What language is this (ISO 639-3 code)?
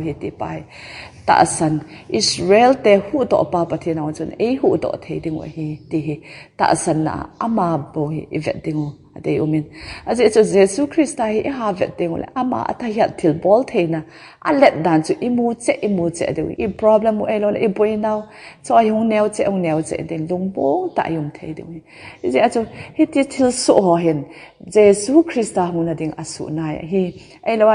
tcz